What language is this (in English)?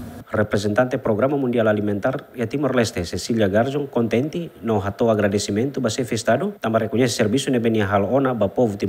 Tetum